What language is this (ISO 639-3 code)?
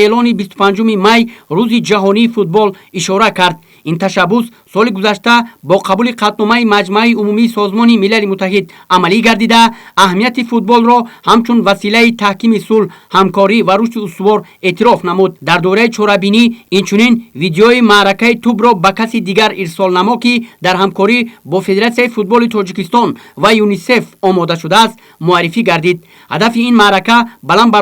tgk